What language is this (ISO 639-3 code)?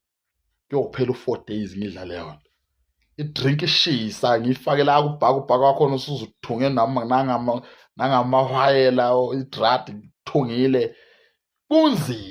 zul